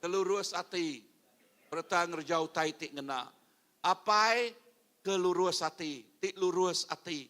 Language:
Iban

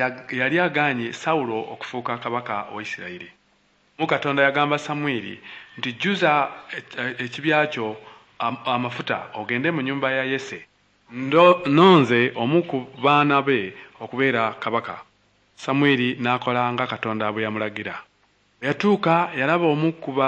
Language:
Ganda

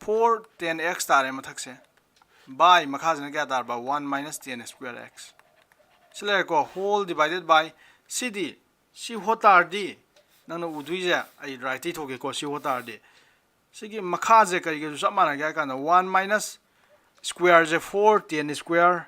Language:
Manipuri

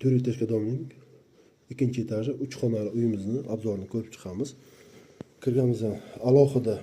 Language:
Uzbek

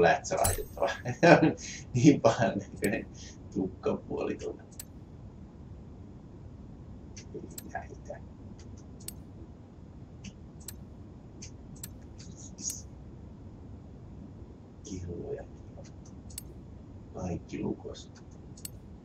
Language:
Finnish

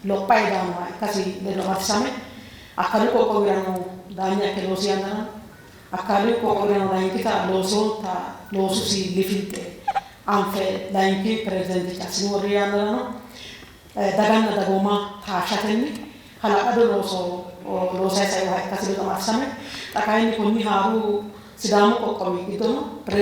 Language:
Sidamo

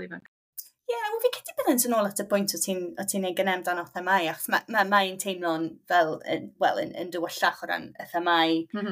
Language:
Welsh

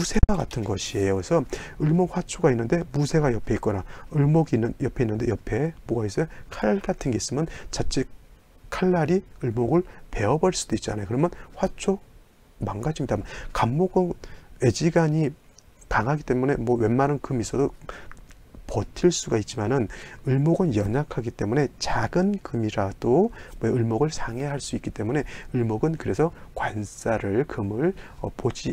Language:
Korean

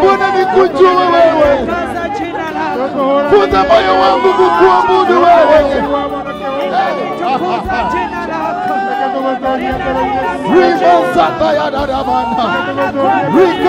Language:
Swahili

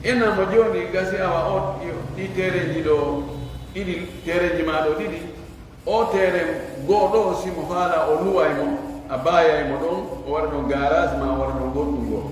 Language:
Pular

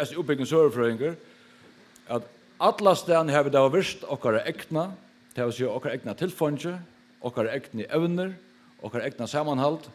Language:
Faroese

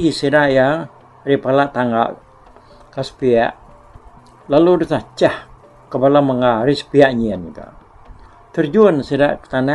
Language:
Iban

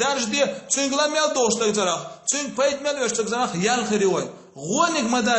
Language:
Chechen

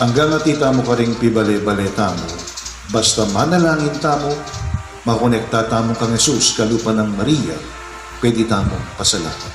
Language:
Pampanga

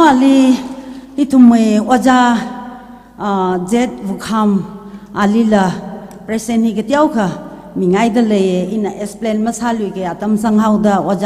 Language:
Tangkhul Naga (India)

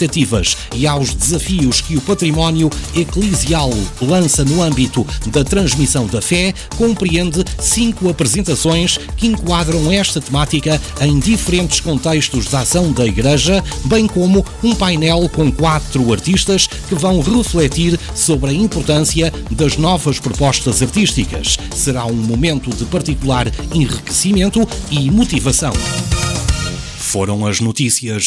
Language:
Portuguese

